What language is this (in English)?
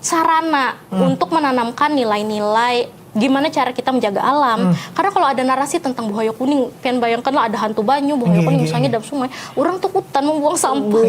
Banjar